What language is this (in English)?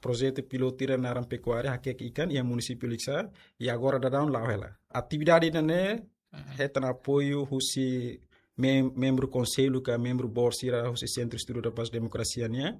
Tetum